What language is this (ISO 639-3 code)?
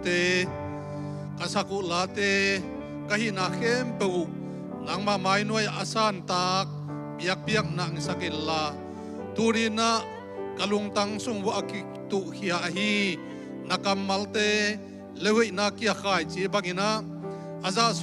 ctd